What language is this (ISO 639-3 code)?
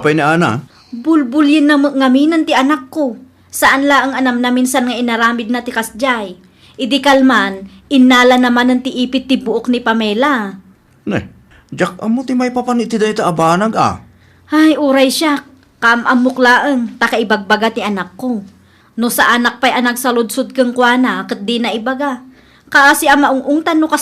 ilo